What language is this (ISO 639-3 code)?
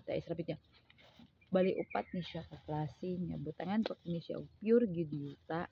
ceb